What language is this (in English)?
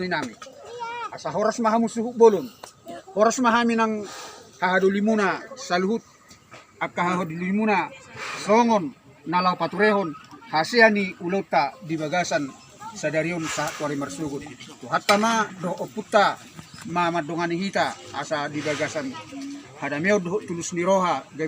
Batak Toba